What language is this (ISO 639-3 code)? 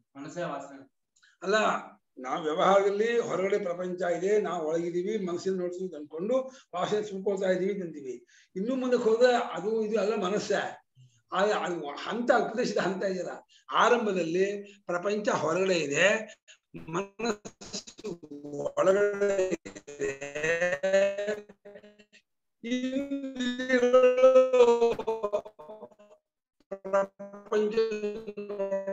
kan